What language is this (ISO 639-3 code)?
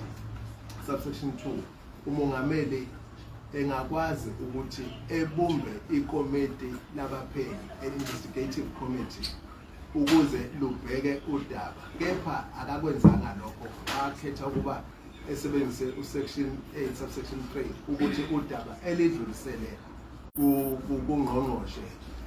zul